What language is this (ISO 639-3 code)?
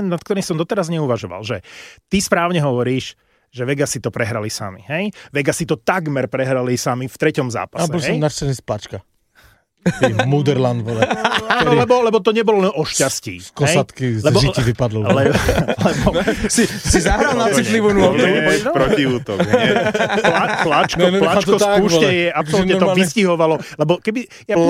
slk